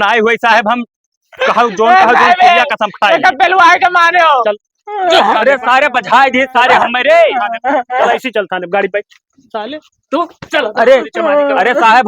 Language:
Awadhi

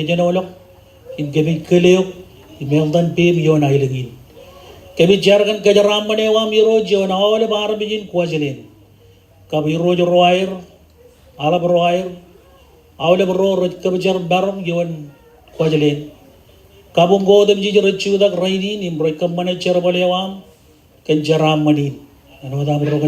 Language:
Marshallese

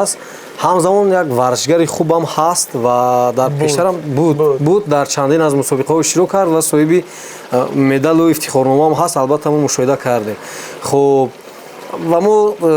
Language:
Tajik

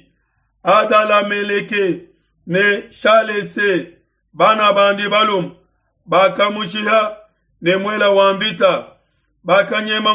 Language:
Luba-Lulua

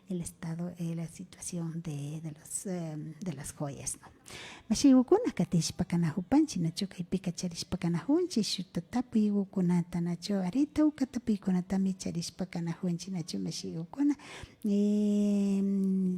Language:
Imbabura Highland Quichua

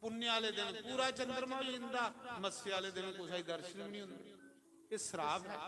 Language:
Dogri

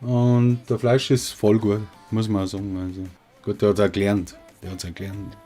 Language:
Bavarian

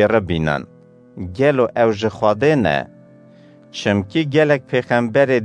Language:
Kurdish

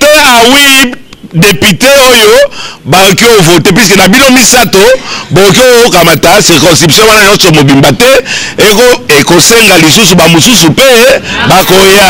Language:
Lingala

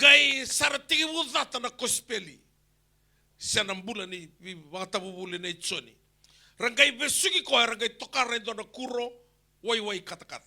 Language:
Fijian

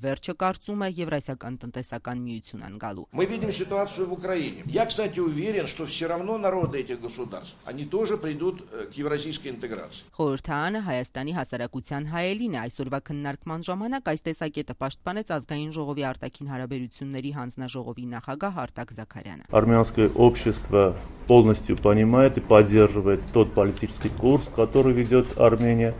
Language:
Armenian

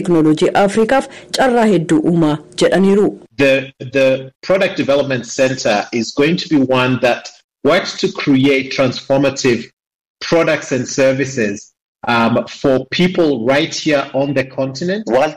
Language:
Oromo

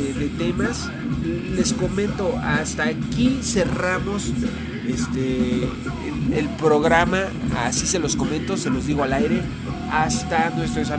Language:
Spanish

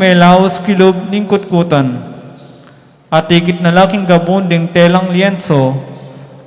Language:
Pampanga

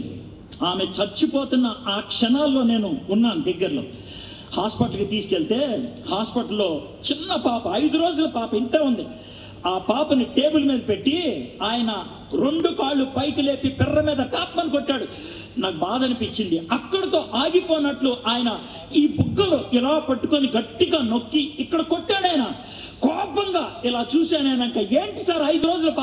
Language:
Telugu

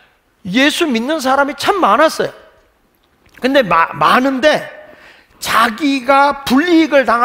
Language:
Korean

